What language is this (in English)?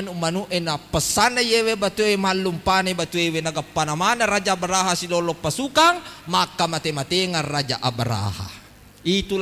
Buginese